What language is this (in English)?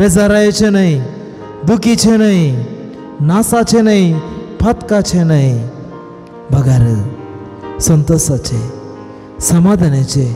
Konkani